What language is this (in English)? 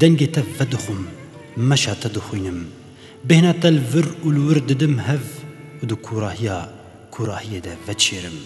Kurdish